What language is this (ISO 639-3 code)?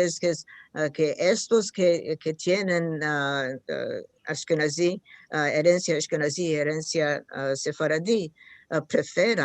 lad